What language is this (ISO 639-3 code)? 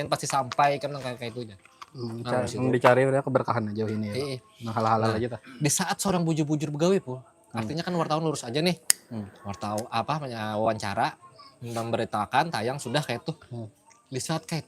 bjn